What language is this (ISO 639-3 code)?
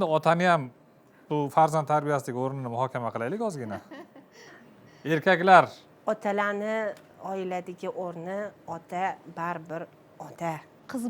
uzb